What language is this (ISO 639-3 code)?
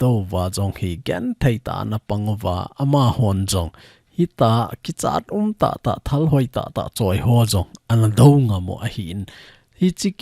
tcz